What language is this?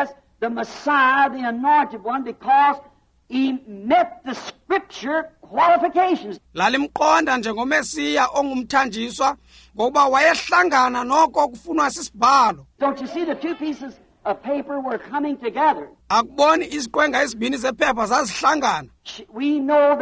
Xhosa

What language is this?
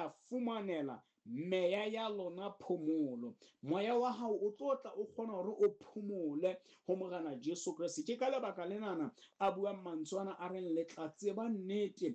Southern Sotho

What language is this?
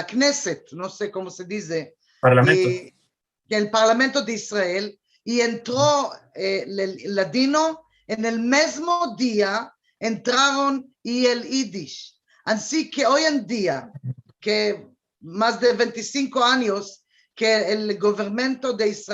Ladino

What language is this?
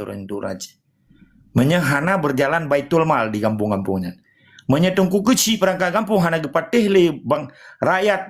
Achinese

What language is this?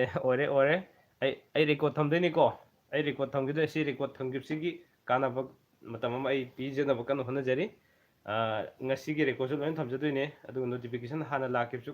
Manipuri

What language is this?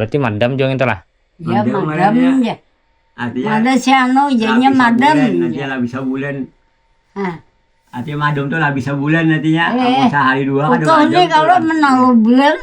Banjar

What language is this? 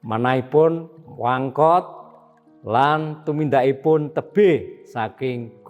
Javanese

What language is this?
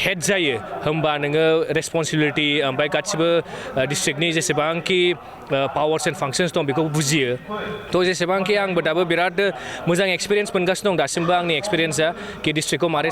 Bodo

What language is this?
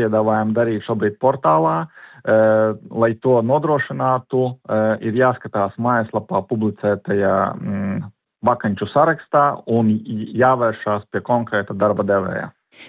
Latvian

